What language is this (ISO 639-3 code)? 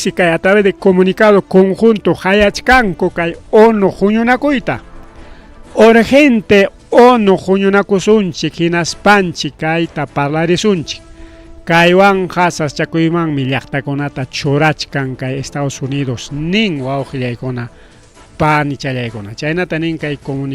quy